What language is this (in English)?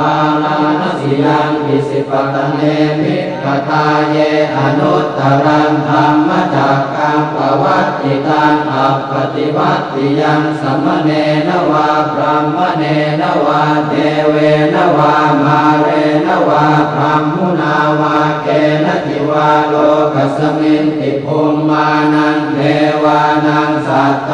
Pali